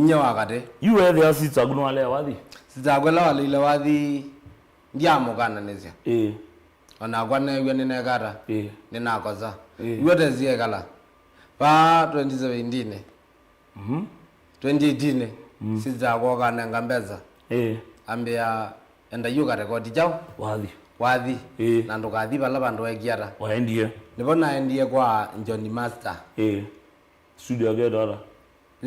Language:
Kamba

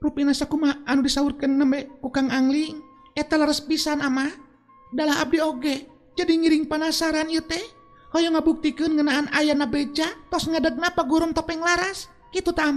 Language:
Sundanese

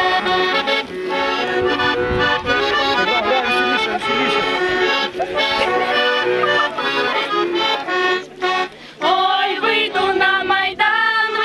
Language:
Ukrainian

